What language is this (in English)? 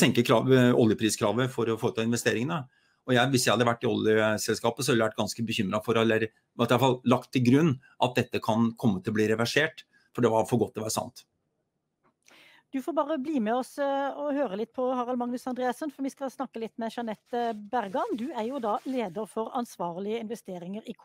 Norwegian